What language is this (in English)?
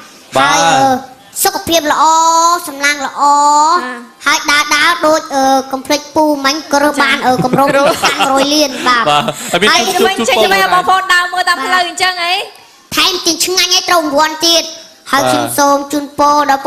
Khmer